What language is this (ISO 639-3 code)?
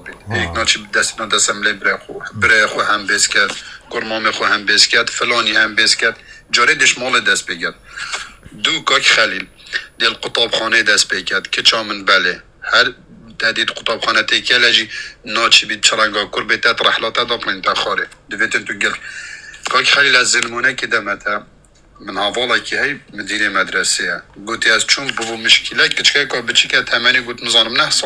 kur